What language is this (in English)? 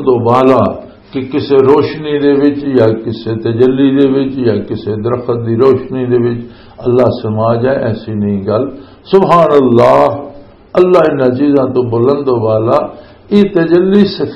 Western Panjabi